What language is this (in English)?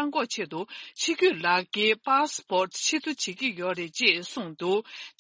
Tibetan